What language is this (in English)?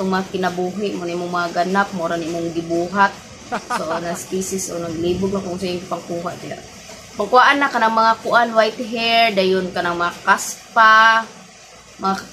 Cebuano